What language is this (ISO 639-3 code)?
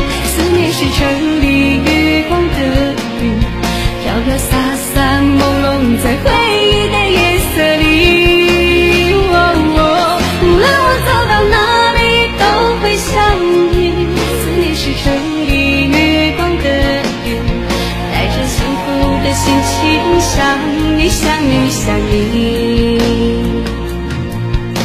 zho